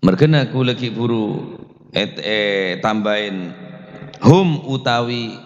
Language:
Madurese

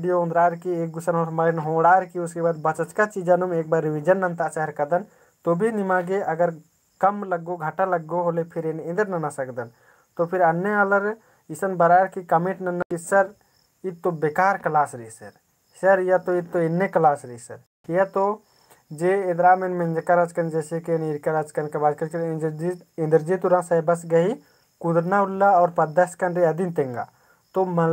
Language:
Kurukh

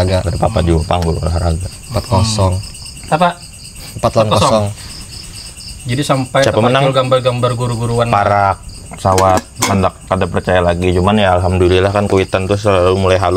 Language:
Banjar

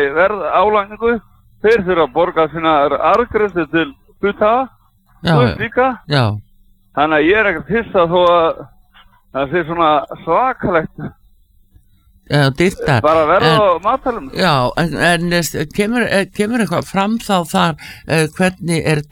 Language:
Icelandic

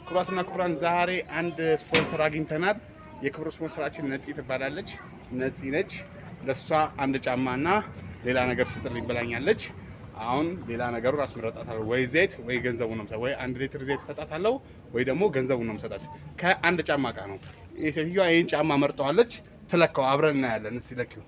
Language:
Amharic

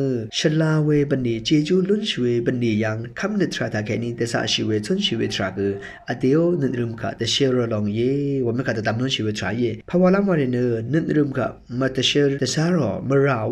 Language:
Rawang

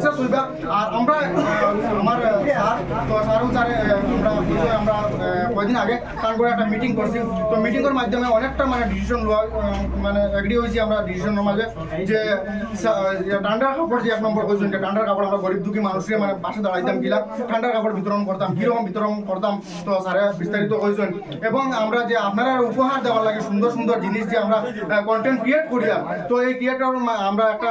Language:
Sylheti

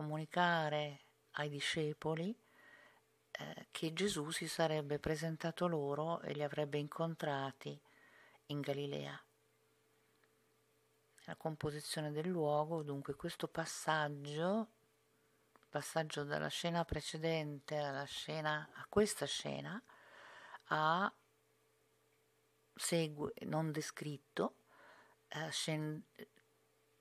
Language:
Italian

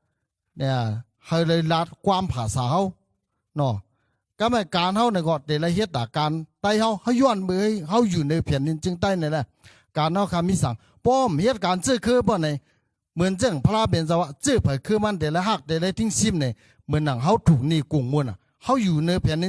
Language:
Shan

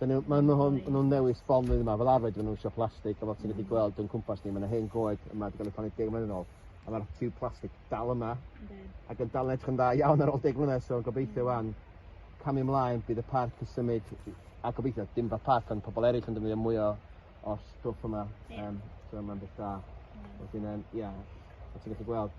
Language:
Welsh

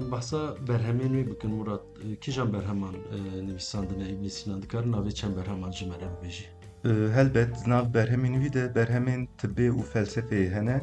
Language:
Kurdish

